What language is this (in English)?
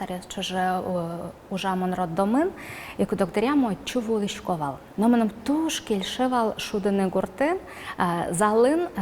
Udmurt